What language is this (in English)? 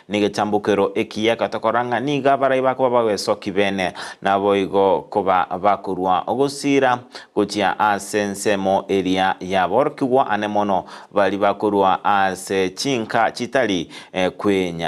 Gusii